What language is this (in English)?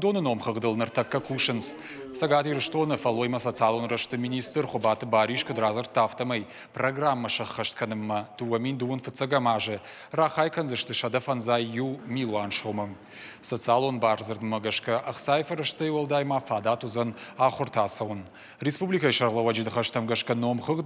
Ossetic